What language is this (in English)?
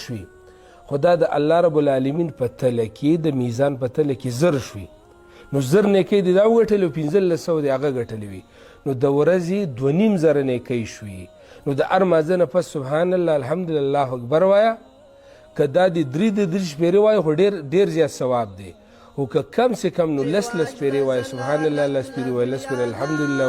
Pashto